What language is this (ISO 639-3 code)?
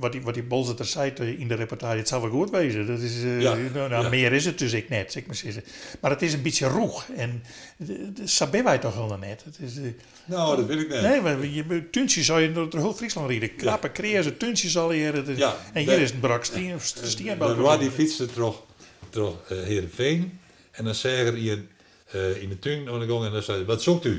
fry